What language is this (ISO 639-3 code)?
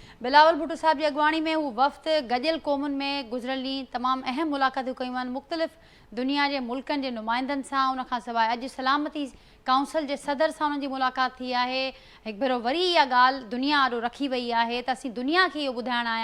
snd